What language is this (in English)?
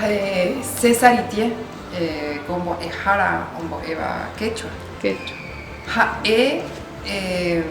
Guarani